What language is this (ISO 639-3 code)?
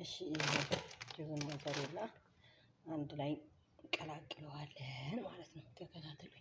amh